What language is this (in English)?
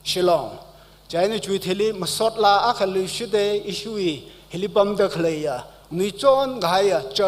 Tangkhul Naga (India)